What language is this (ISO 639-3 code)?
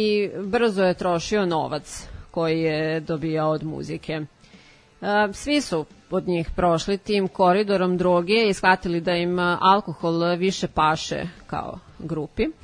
srp